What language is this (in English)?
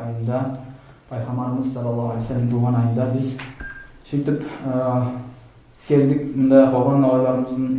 Nogai